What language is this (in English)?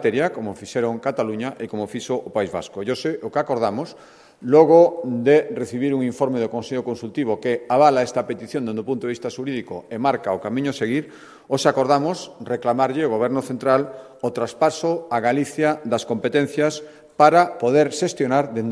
Galician